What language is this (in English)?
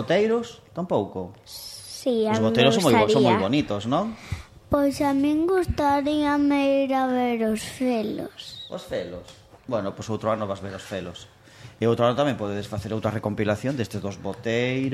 Galician